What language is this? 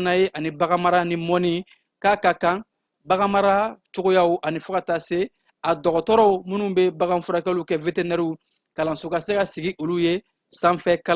Bambara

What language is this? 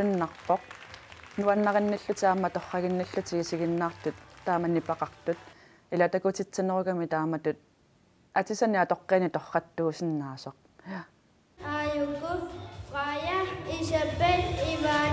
Kalaallisut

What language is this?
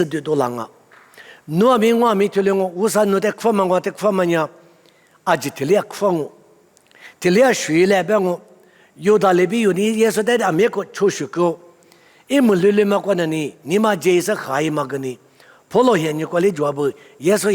Lisu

